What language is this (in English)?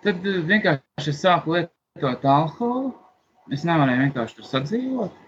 Latvian